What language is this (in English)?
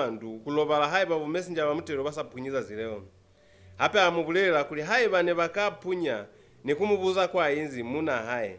Lozi